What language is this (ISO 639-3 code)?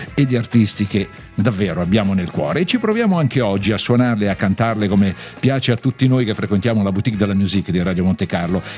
ita